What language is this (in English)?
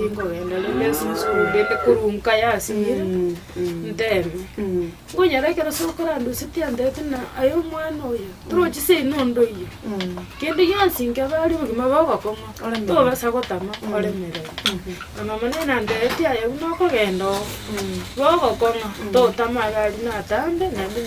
Gusii